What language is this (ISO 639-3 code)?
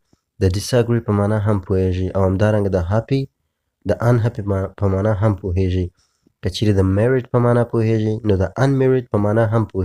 pus